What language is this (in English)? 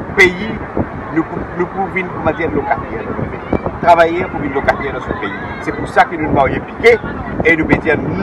Morisyen